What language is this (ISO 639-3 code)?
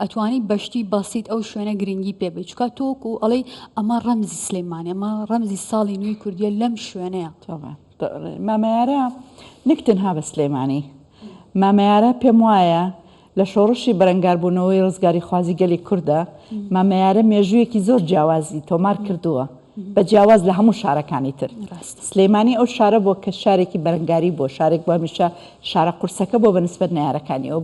ckb